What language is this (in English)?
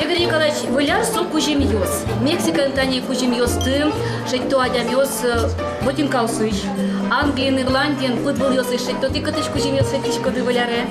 Udmurt